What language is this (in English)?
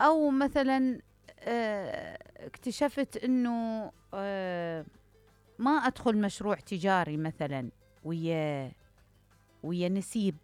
Mesopotamian Arabic